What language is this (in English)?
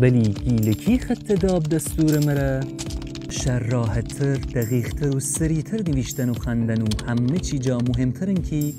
Gilaki